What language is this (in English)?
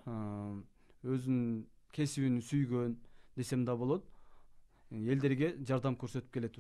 Kyrgyz